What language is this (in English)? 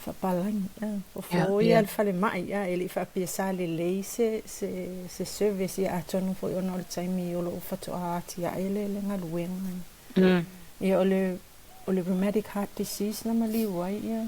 Samoan